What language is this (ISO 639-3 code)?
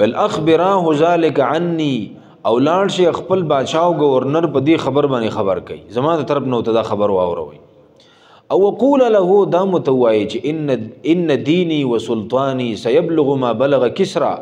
pus